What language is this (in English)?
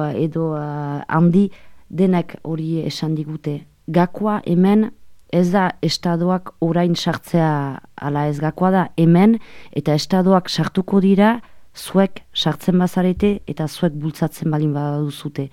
Basque